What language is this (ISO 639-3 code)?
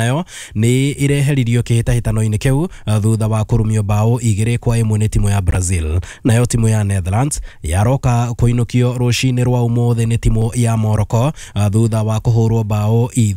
kik